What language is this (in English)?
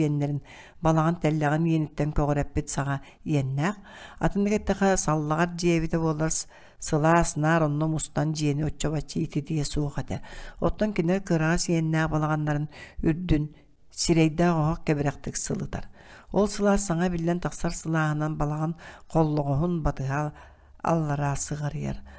Yakut